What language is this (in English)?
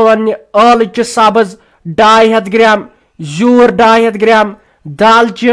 Kashmiri